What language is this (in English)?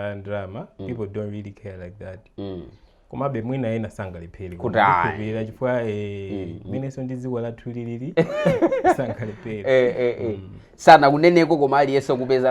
Nyanja